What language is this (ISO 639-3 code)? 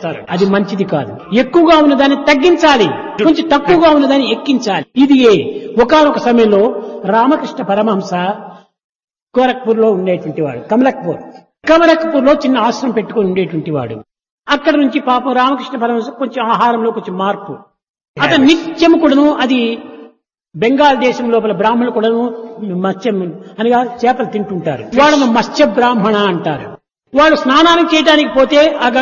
tel